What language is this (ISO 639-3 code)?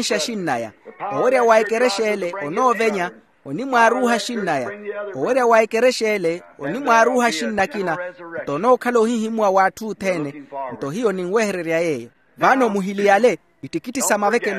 vmw